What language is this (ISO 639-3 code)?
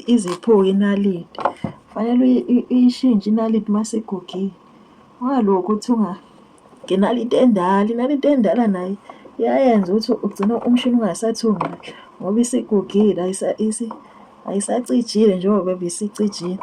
zul